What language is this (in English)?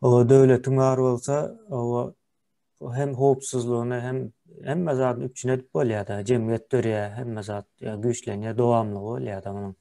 Turkmen